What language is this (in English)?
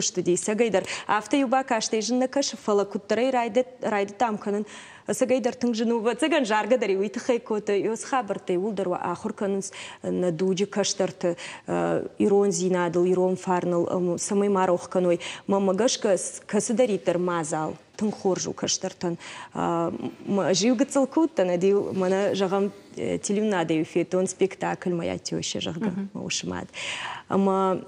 Ossetic